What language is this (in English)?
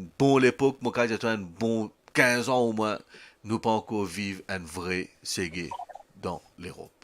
Morisyen